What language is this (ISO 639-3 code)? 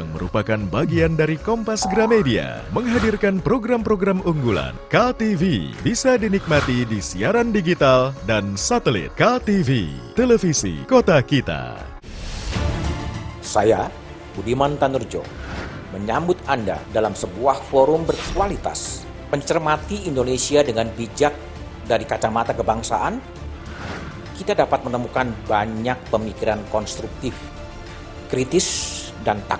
ind